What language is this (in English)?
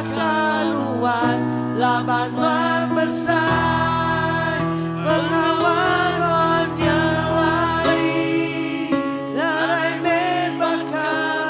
Iban